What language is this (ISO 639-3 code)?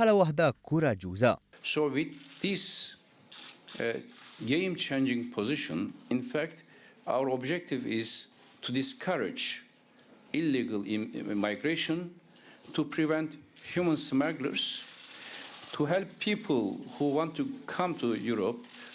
mlt